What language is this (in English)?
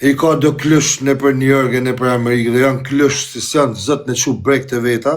Albanian